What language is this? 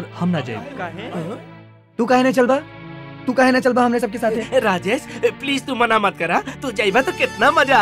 Bhojpuri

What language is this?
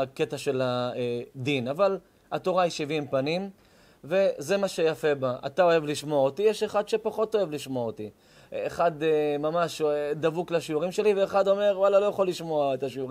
Hebrew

